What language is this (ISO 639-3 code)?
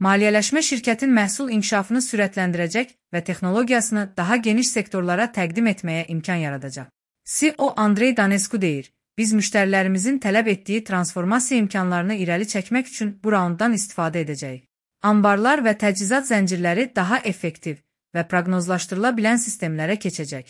aze